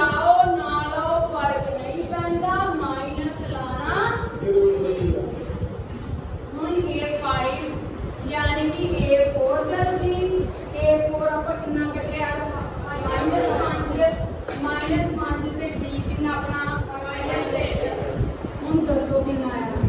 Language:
Punjabi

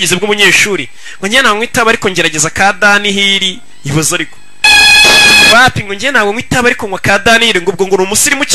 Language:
Kinyarwanda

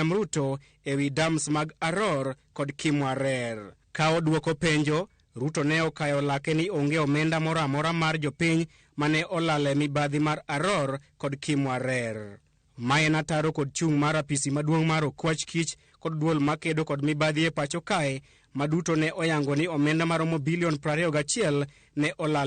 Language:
Luo (Kenya and Tanzania)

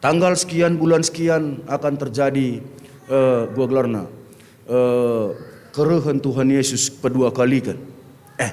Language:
Batak Karo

